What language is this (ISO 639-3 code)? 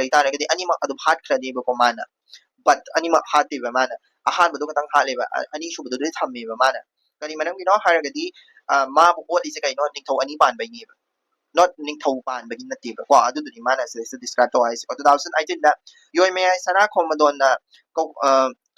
mni